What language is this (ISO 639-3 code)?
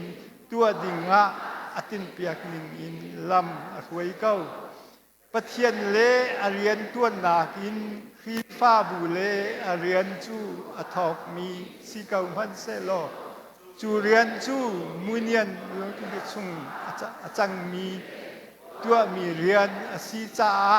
cnh